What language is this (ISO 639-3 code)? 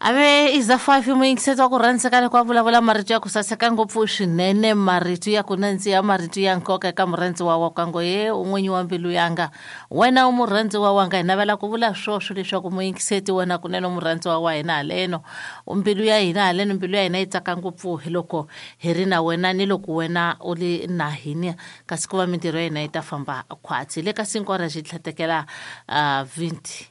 tso